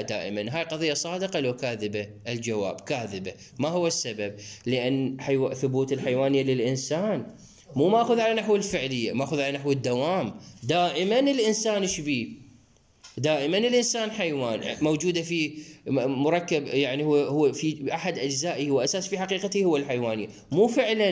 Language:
Mesopotamian Arabic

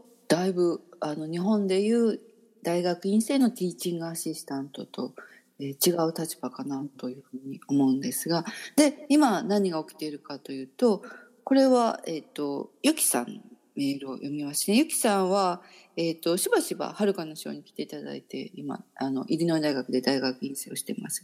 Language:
Japanese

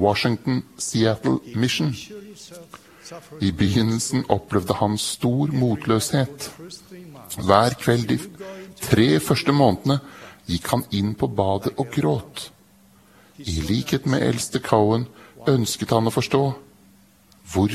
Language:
Norwegian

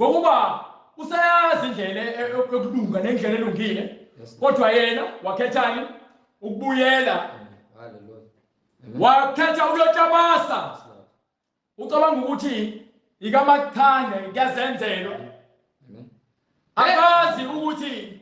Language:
Zulu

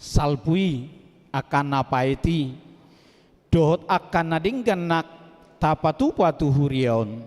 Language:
Batak Toba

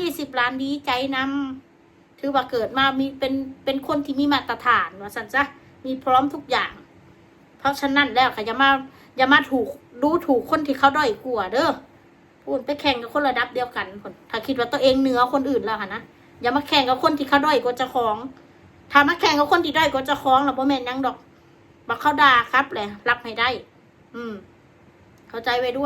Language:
Northeastern Thai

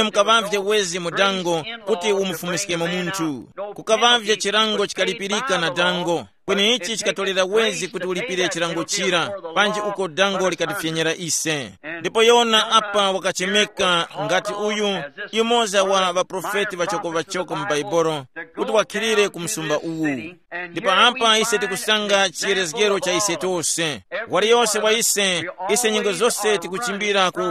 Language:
Tumbuka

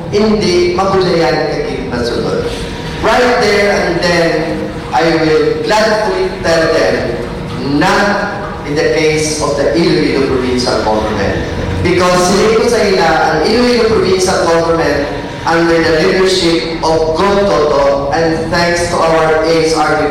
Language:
Hiligaynon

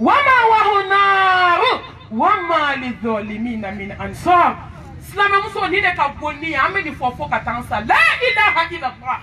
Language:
Bambara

